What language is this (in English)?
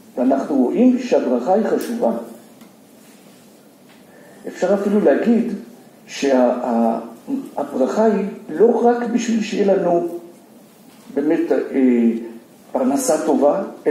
Hebrew